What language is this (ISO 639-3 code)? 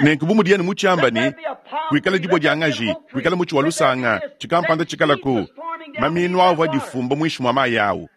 lua